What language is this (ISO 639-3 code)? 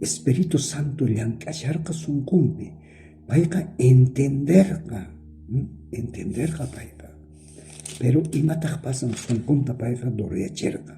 quh